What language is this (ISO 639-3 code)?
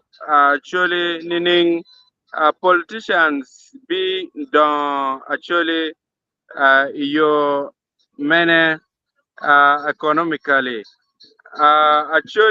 ach